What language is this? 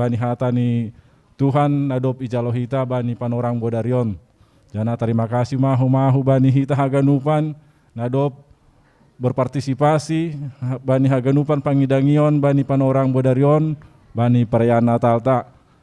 Batak Simalungun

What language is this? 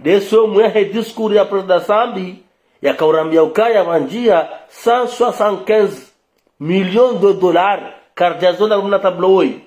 Ngazidja Comorian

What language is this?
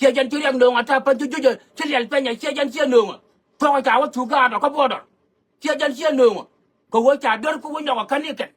Nuer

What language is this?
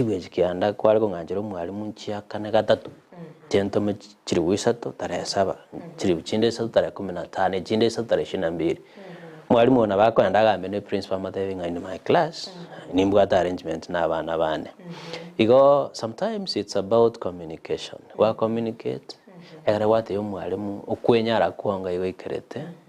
Gusii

